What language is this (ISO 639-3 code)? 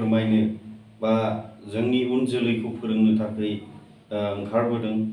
brx